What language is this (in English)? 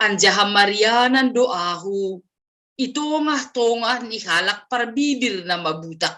Batak Simalungun